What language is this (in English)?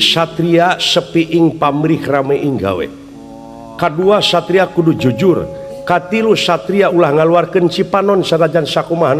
Sundanese